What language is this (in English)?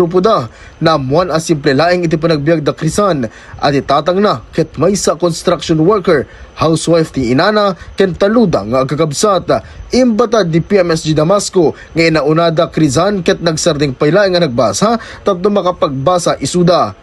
Iloko